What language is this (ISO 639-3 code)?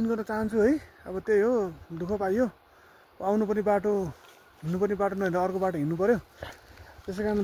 nep